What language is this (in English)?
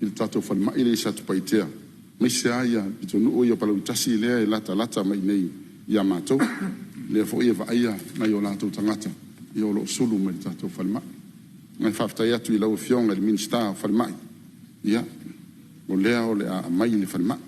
Samoan